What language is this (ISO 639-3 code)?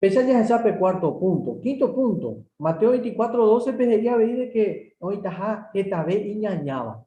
grn